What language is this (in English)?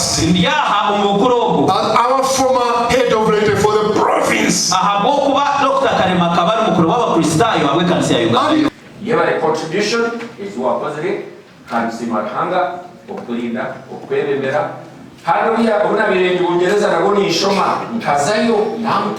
Nyankole